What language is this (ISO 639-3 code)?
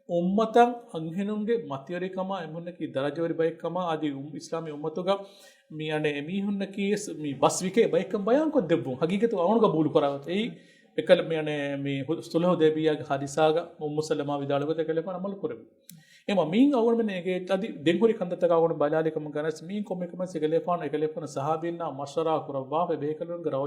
div